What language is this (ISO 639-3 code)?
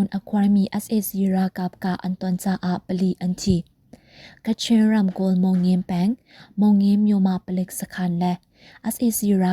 cnh